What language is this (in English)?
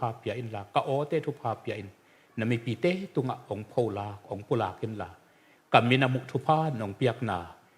Tedim Chin